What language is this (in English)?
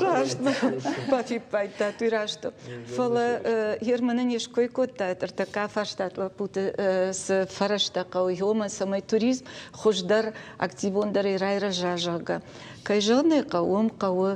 Ossetic